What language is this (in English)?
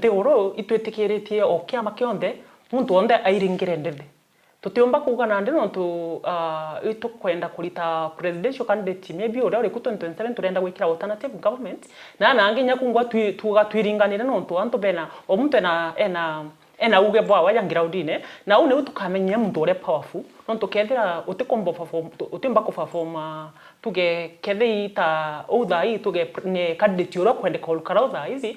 Meru